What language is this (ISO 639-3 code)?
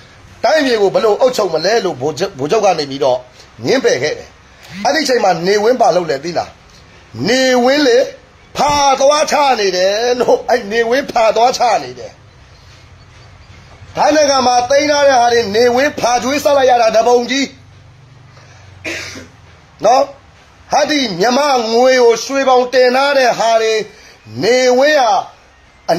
mya